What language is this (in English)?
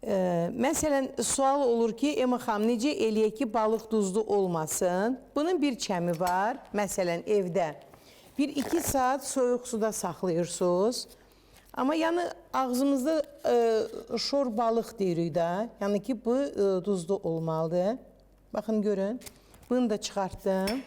Azerbaijani